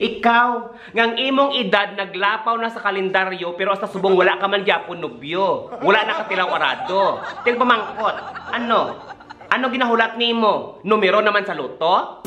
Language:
Hiligaynon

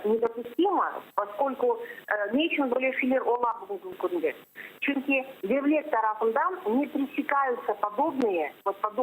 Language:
Crimean Tatar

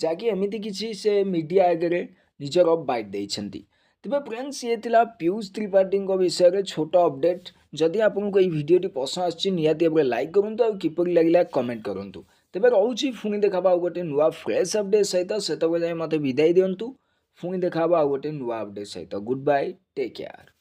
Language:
Odia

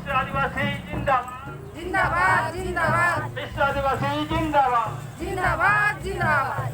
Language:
Santali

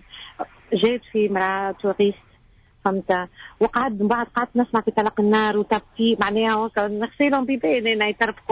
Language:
Tunisian Arabic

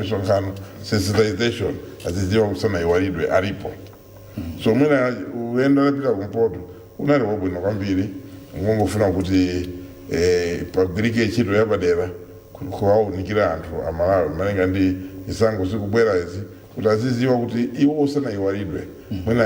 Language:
Nyanja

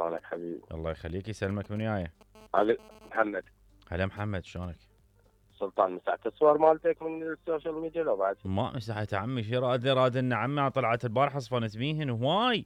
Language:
Mesopotamian Arabic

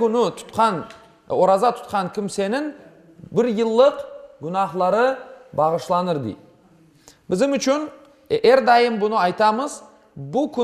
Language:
Crimean Tatar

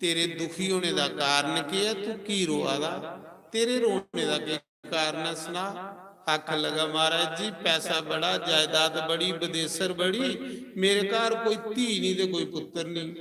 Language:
Dogri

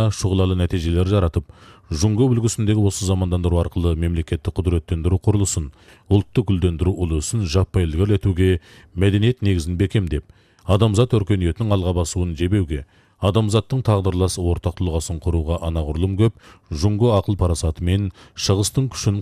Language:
Kazakh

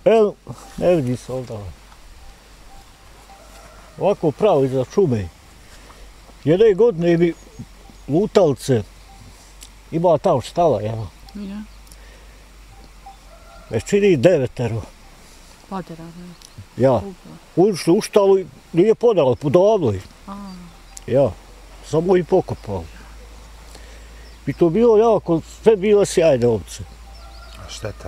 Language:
Bosnian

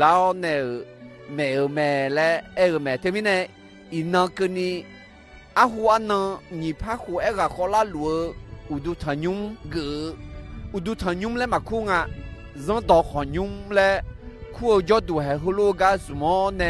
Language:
Akha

